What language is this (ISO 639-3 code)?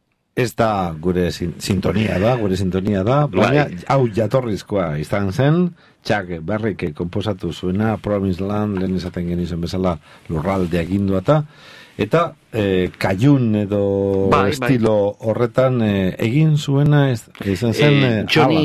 eus